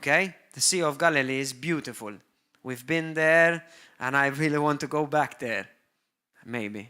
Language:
English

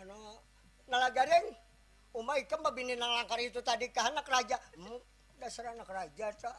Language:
Banjar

